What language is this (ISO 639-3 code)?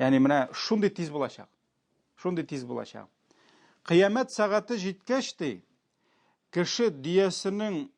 tat